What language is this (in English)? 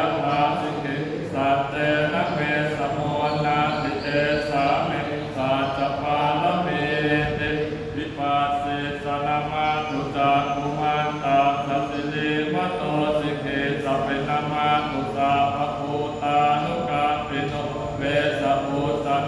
Pali